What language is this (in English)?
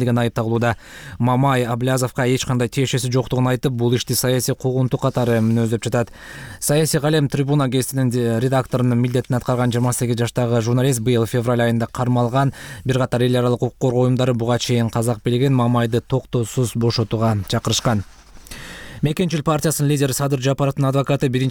Kyrgyz